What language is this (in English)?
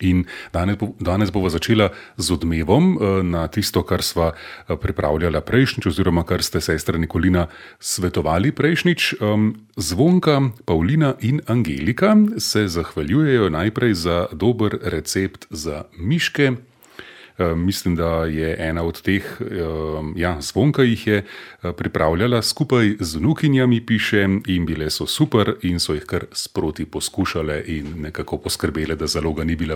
Slovenian